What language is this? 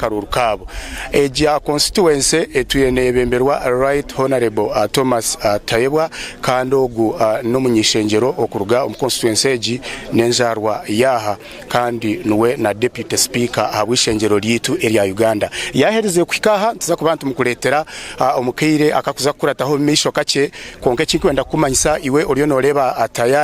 Nyankole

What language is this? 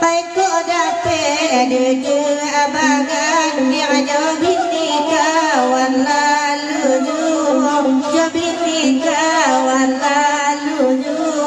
Minangkabau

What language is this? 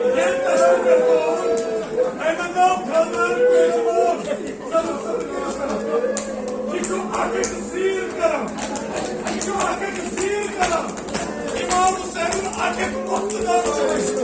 Kashmiri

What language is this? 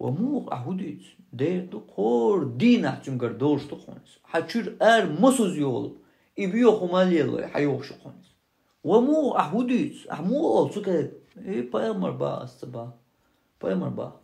Chechen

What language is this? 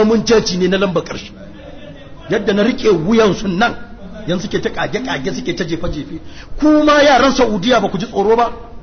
Hausa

